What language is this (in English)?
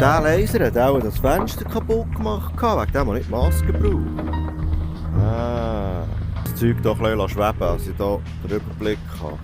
Swiss German